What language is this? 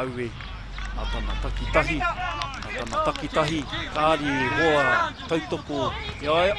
Māori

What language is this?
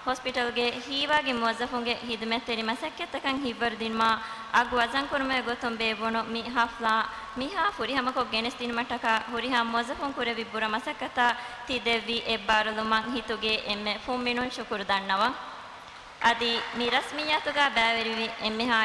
Divehi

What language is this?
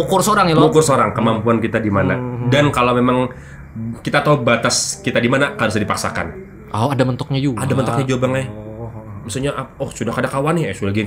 Banjar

